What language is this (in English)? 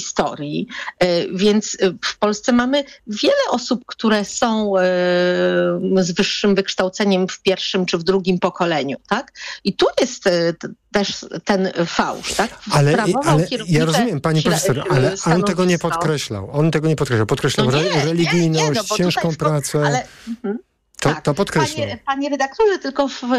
Polish